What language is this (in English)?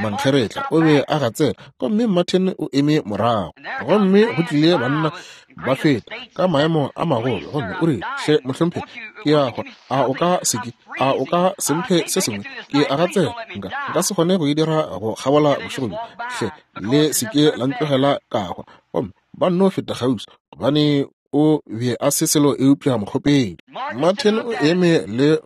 Northern Sotho